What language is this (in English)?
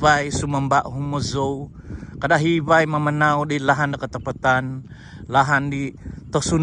Central Dusun